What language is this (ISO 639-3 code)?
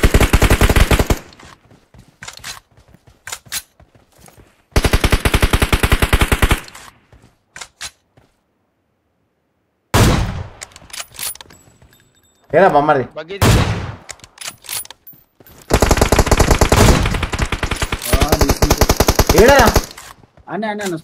tel